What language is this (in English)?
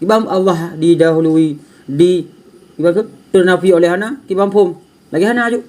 Achinese